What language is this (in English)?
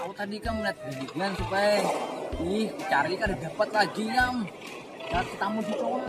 Banjar